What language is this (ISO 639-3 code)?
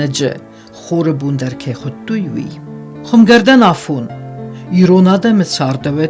oss